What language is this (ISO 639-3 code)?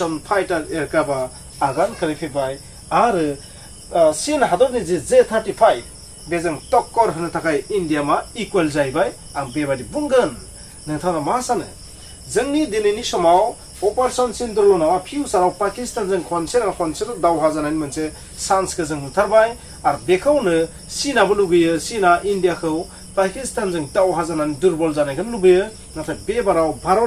brx